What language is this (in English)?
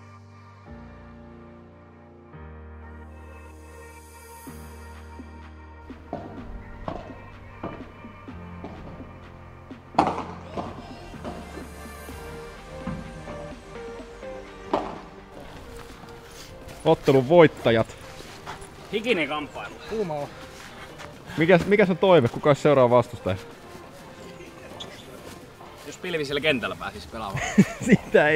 Finnish